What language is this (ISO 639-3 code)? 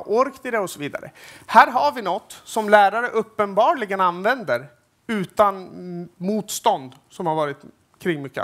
swe